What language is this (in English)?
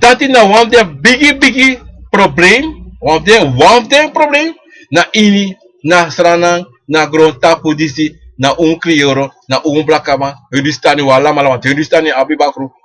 Sranan Tongo